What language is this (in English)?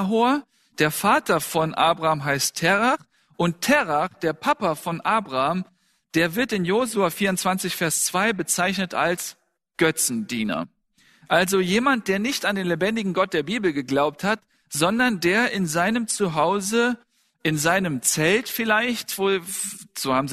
German